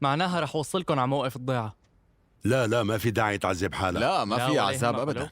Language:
North Levantine Arabic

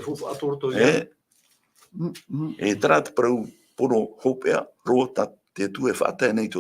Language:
Tahitian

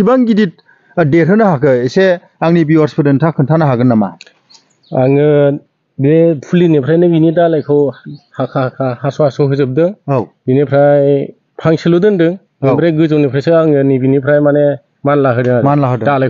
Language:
Bodo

